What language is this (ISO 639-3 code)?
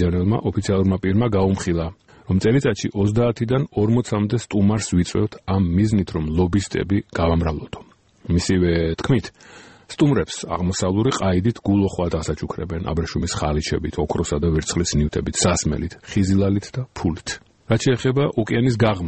kat